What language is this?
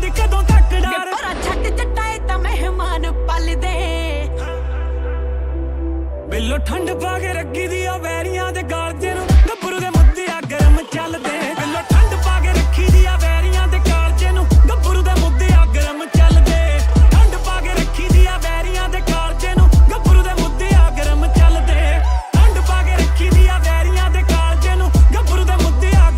Punjabi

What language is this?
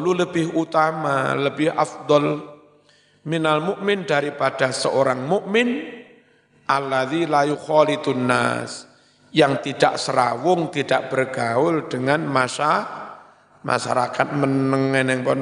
Indonesian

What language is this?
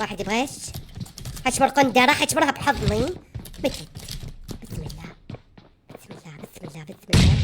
Mesopotamian Arabic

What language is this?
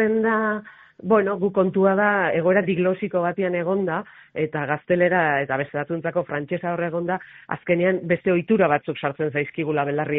Basque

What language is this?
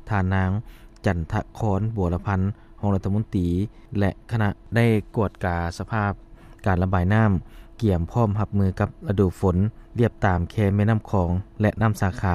Lao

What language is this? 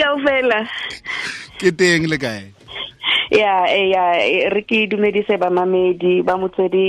Tswana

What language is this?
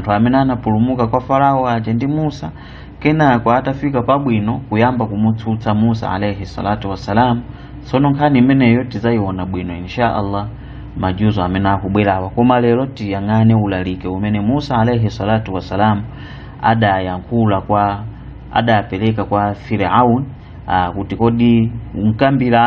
Nyanja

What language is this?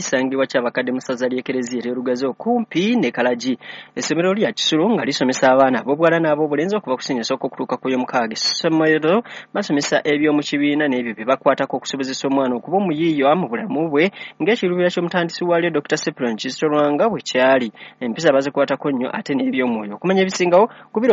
Ganda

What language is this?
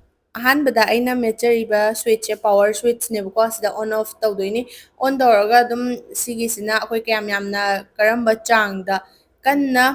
Manipuri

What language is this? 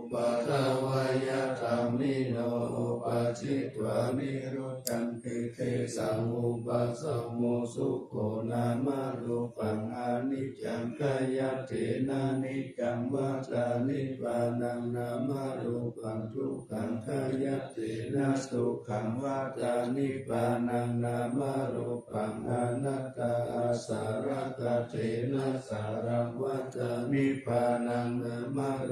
Pali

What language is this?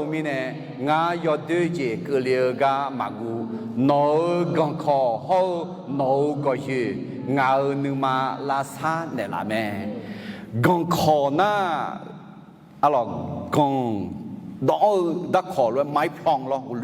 Akha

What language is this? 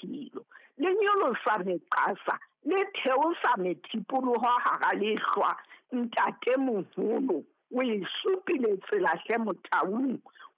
Southern Sotho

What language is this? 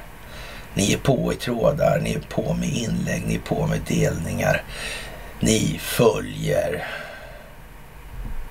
Swedish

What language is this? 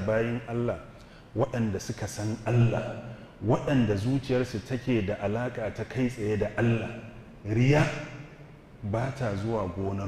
Hausa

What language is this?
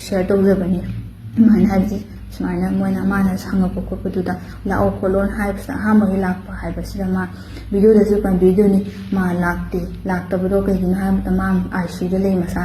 Manipuri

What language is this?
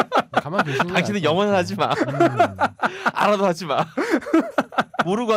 Korean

